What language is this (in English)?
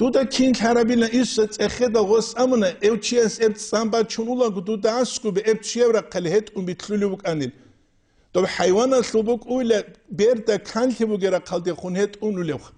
Avaric